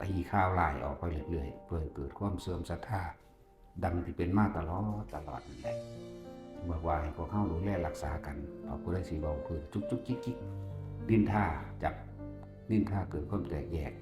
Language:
Northeastern Thai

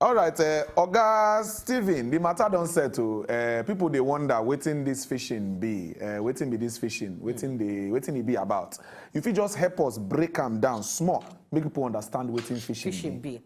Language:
Nigerian Pidgin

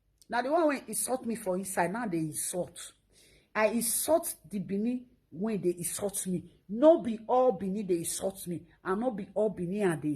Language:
Nigerian Pidgin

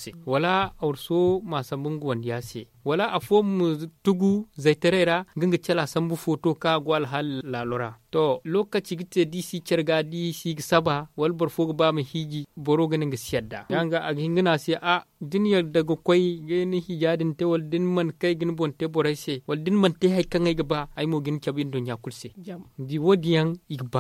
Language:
Zarma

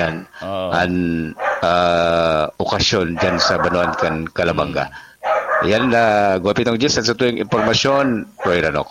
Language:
Bikol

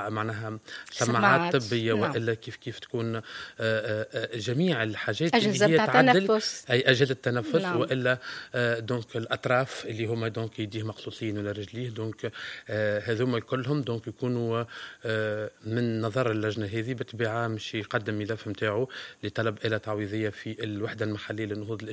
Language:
Tunisian Arabic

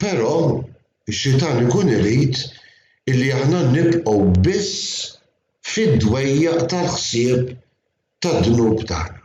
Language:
Maltese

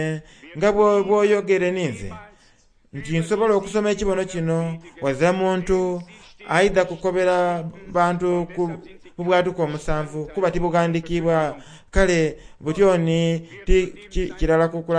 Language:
Soga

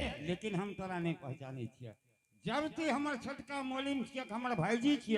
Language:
Angika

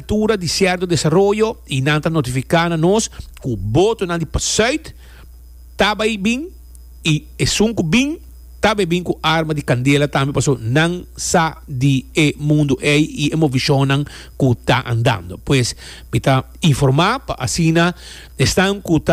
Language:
Papiamento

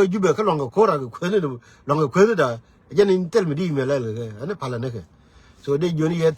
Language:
Nuer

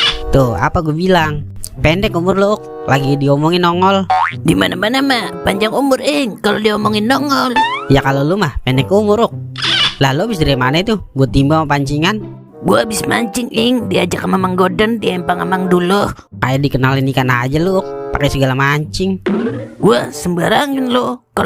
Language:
Betawi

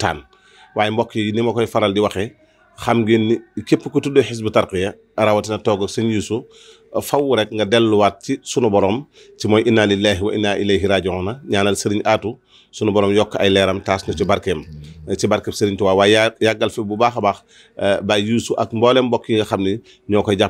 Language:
Wolof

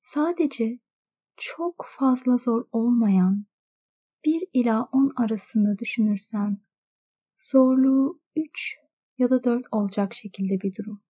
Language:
Turkish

